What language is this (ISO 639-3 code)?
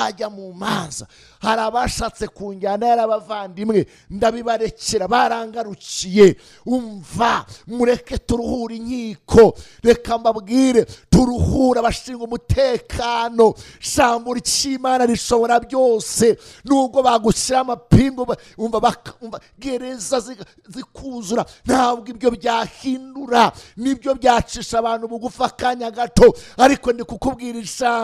kin